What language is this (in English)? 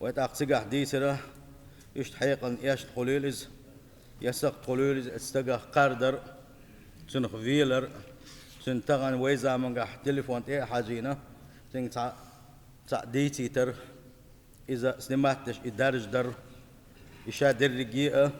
Chechen